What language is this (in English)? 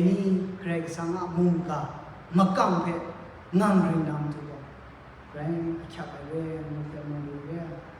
Kachin